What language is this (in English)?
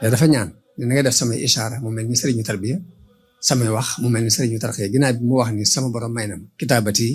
Wolof